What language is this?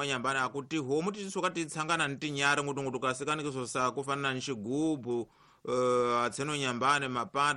Tsonga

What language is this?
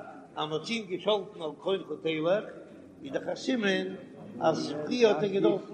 Yiddish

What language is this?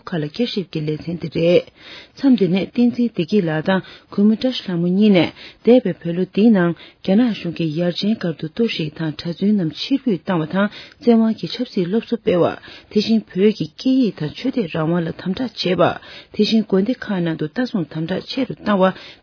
Tibetan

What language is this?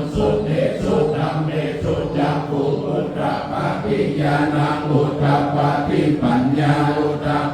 Pali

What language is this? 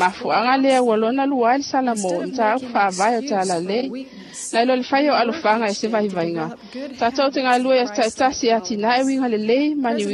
Samoan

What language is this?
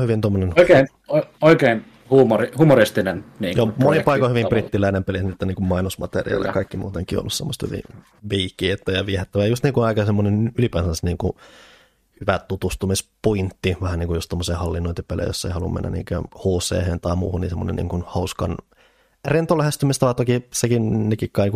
Finnish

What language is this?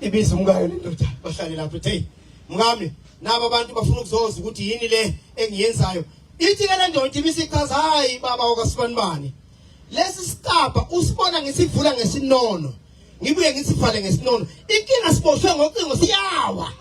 Zulu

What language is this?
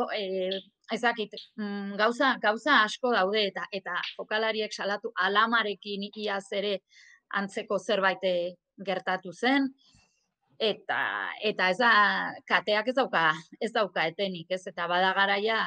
Basque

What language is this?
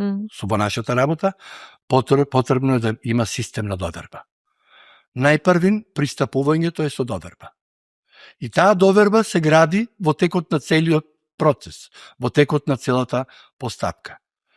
Macedonian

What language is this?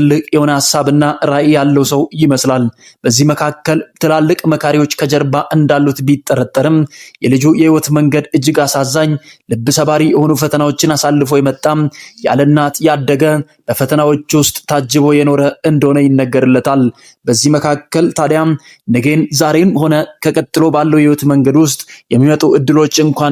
Amharic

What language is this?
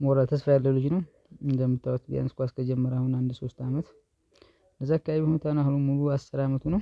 Amharic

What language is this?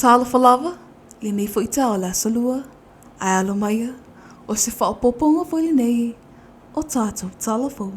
Samoan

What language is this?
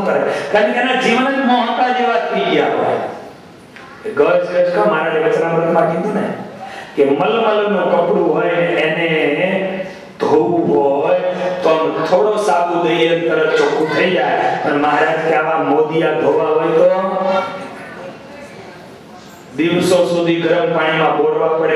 Gujarati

